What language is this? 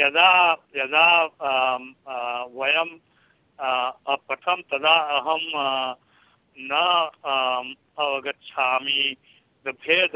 Sanskrit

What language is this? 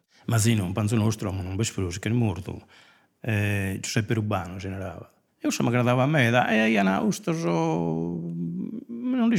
Sardinian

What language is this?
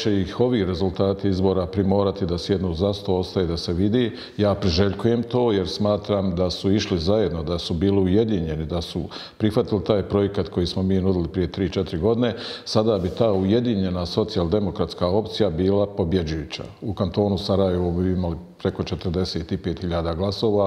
Bosnian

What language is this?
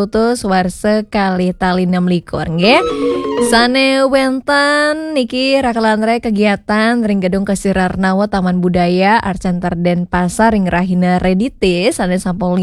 Balinese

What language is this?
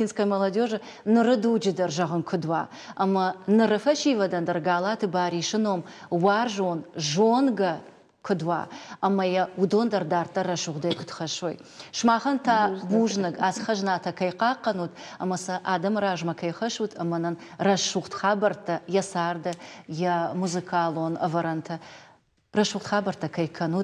Ossetic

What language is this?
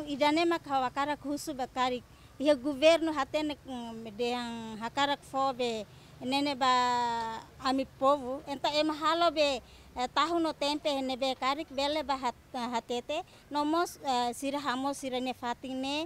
Tetum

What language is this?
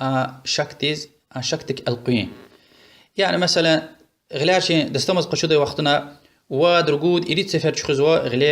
Lezghian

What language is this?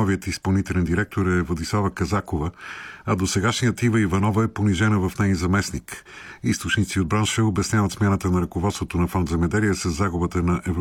Bulgarian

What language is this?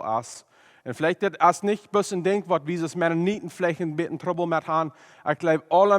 Plautdietsch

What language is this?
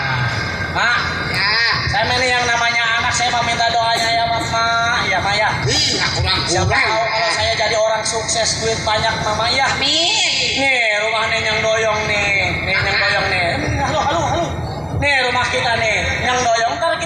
Betawi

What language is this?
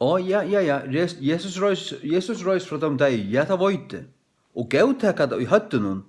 Faroese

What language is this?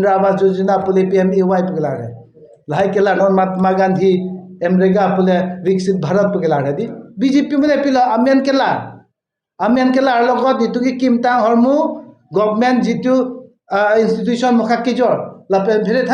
Karbi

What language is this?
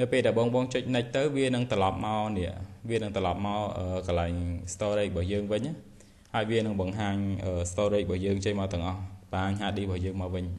Khmer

